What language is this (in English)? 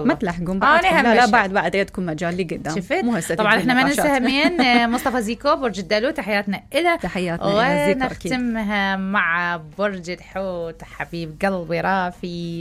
Mesopotamian Arabic